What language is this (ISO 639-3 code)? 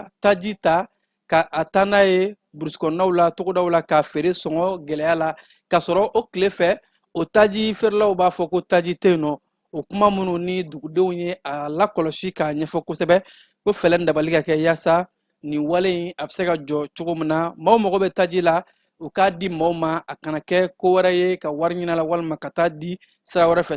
bam